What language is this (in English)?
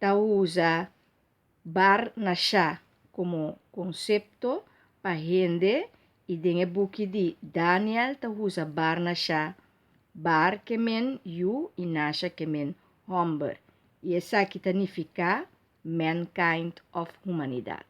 Papiamento